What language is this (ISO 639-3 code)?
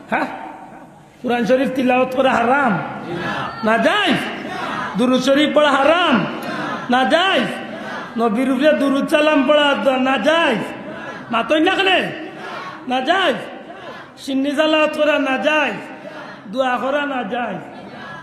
syl